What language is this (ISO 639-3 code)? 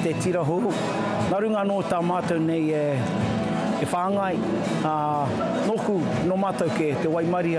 mri